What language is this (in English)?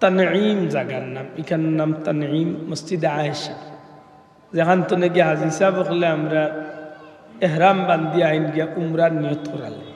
Sylheti